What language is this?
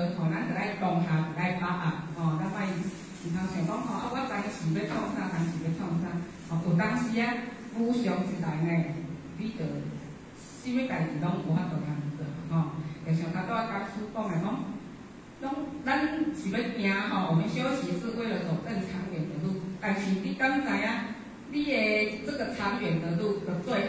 Min Nan Chinese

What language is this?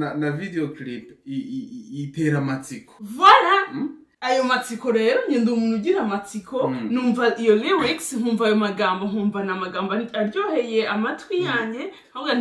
Kinyarwanda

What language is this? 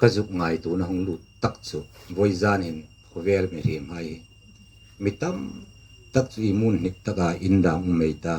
Hmar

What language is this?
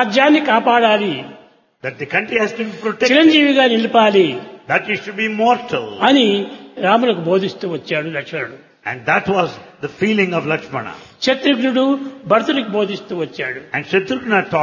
Telugu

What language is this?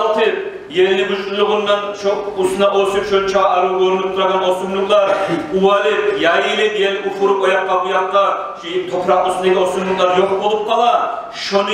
Kumyk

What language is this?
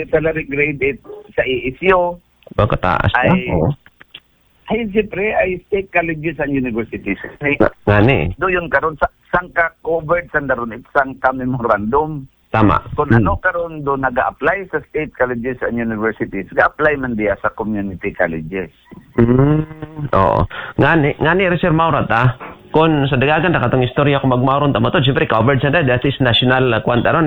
Aklanon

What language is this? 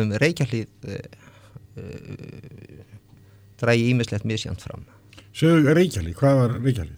Icelandic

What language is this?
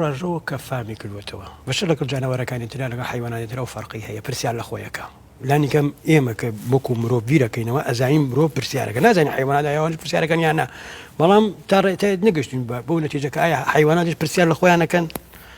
Central Kurdish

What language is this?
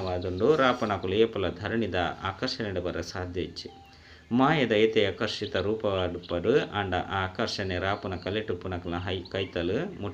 Tulu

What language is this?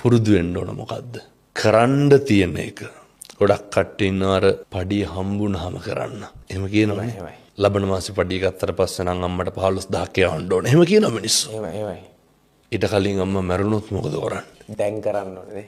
Sinhala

